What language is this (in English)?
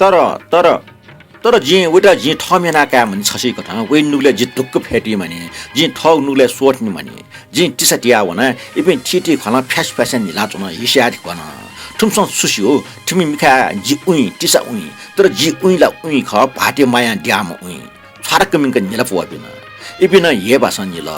Newari